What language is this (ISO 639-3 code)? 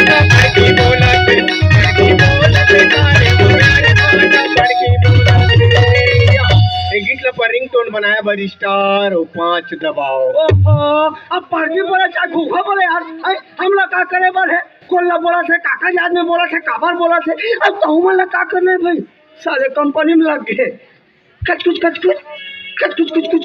hne